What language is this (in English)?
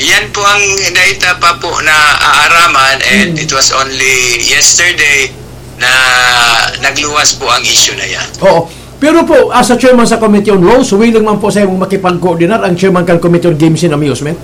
Bikol